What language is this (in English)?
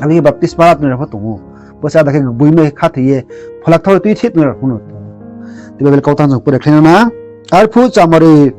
Riang (India)